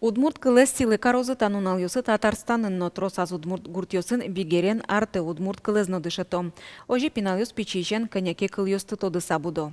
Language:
Udmurt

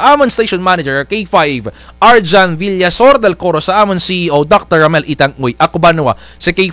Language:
Kinaray-a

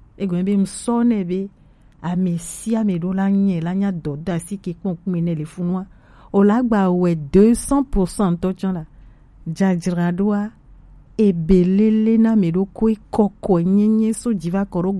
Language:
Gen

